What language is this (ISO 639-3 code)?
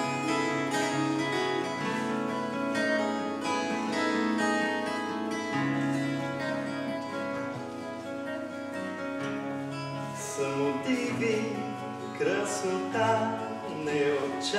bul